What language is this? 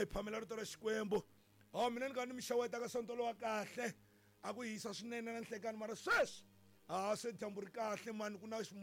Tsonga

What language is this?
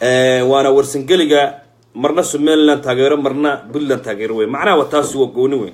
Somali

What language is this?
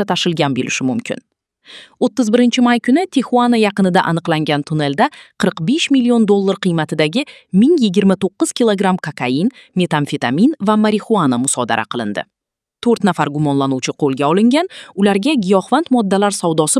Uzbek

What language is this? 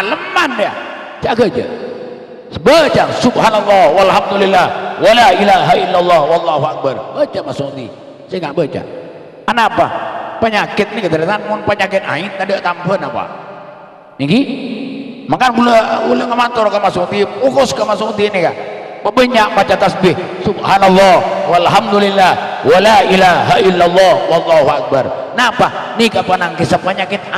Madurese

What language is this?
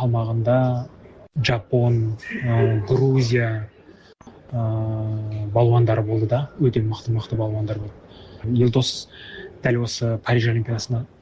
Kyrgyz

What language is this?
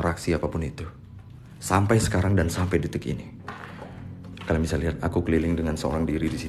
Indonesian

